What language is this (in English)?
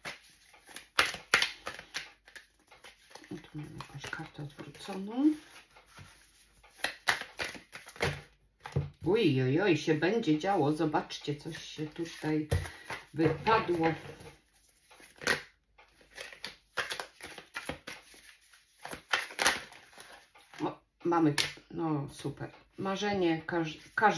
Polish